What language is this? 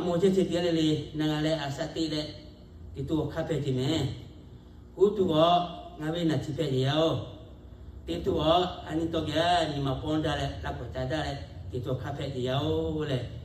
Lahu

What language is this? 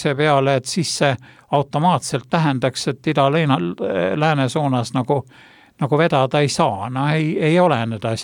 Estonian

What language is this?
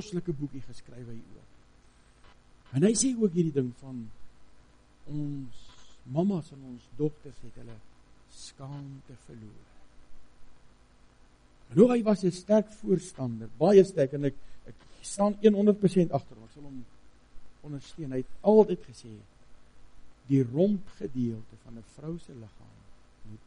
Afrikaans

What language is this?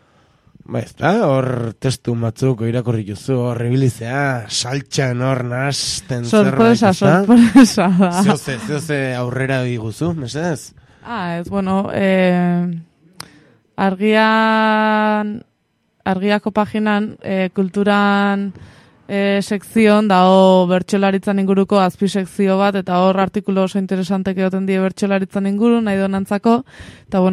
Basque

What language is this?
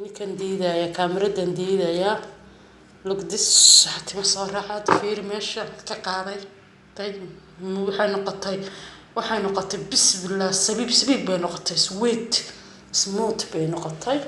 Somali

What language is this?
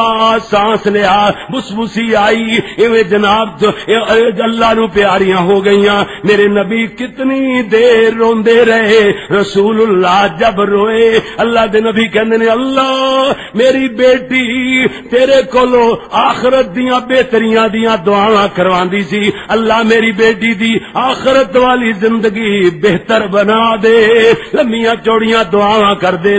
Western Panjabi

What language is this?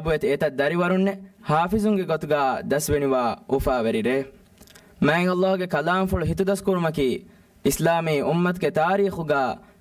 Divehi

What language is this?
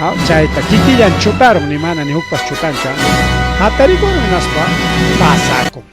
Ayacucho Quechua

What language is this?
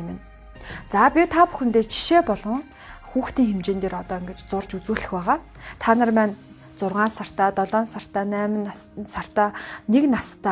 Mongolian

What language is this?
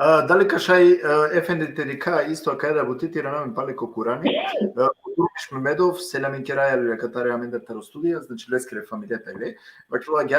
Balkan Romani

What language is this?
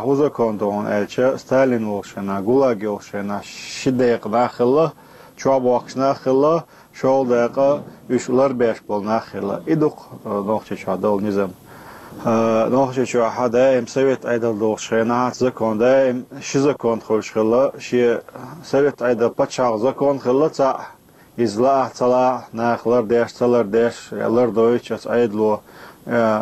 Chechen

